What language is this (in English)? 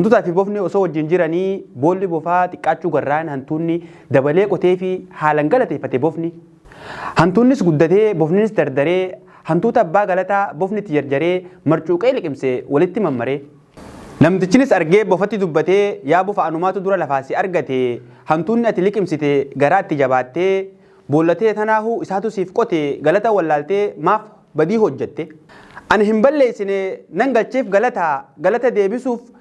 Oromo